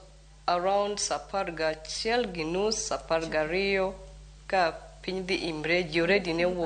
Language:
Luo (Kenya and Tanzania)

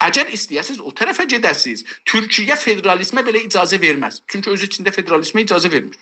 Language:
South Azerbaijani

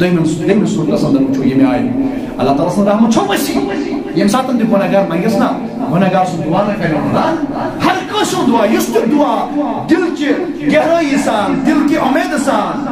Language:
Kashmiri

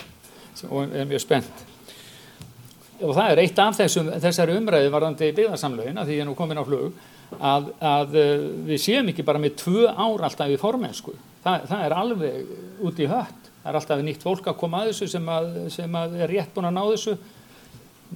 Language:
Icelandic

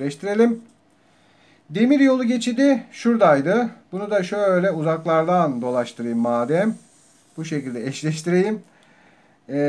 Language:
Turkish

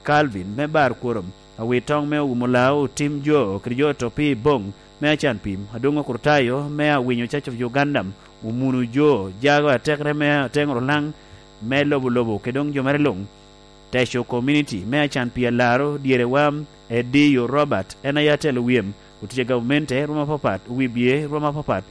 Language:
Lango (Uganda)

